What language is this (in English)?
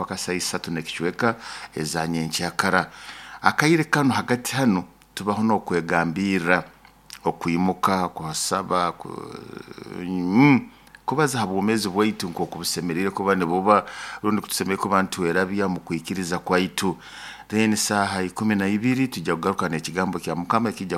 Nyoro